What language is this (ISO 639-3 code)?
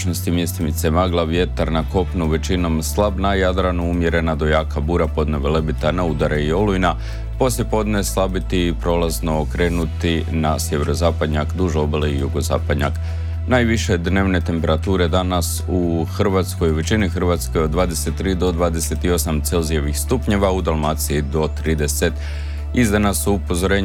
hrv